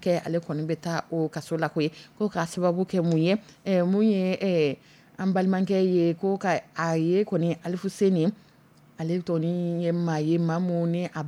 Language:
Dyula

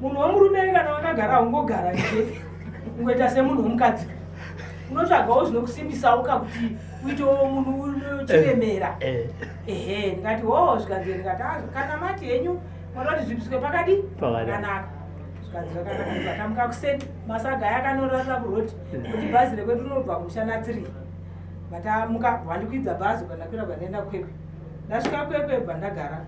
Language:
Shona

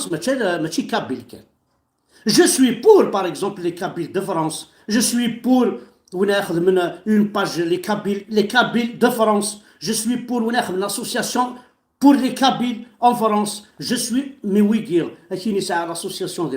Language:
Kabyle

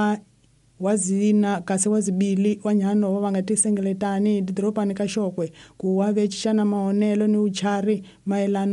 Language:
Tsonga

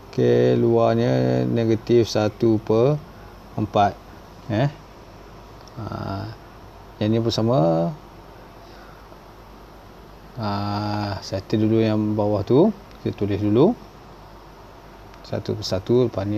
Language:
Malay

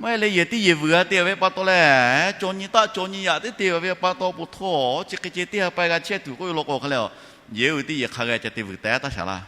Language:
Lahu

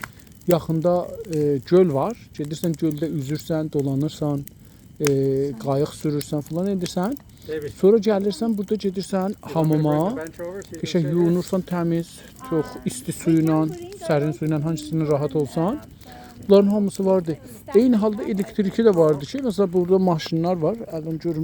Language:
South Azerbaijani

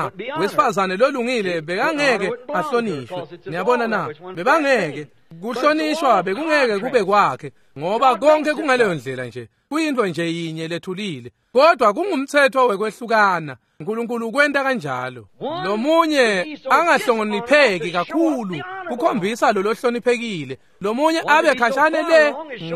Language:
Swati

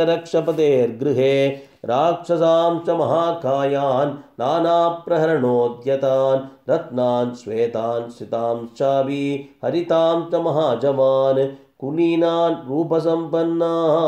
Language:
Sanskrit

